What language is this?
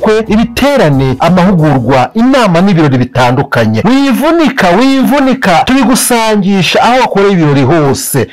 Kinyarwanda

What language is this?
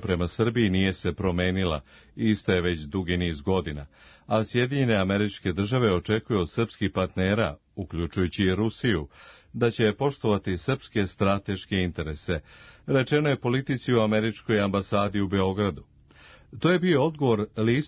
Serbian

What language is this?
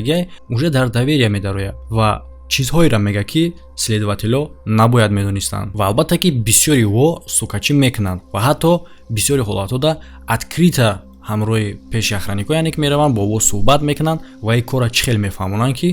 Tajik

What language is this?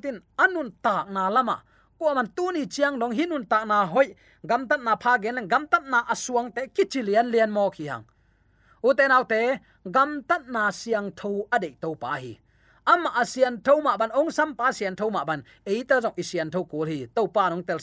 Tedim Chin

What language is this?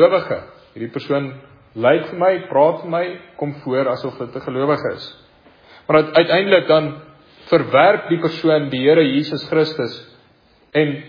Afrikaans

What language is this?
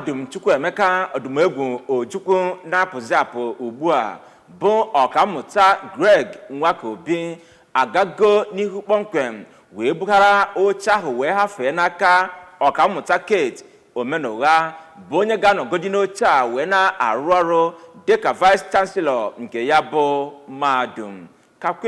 Igbo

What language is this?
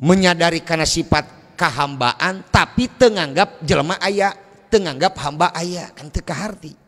Sundanese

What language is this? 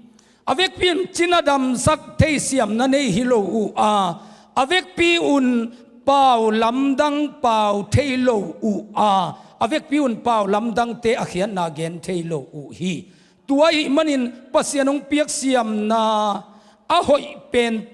Tedim Chin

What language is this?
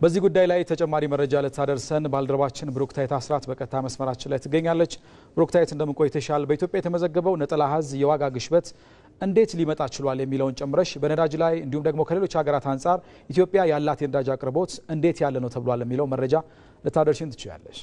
Amharic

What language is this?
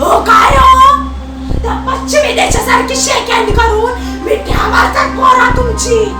Konkani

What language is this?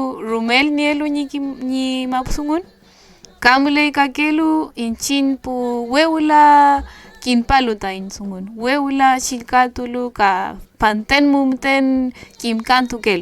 Mapuche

